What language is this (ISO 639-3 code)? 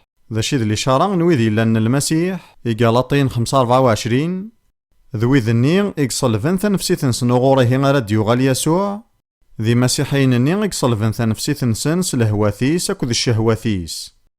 kab